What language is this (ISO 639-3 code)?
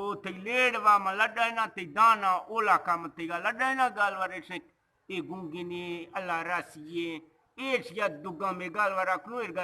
bgp